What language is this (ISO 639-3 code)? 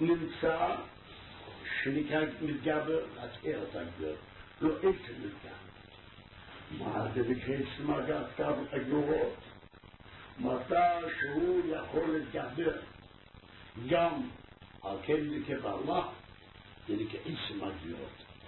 heb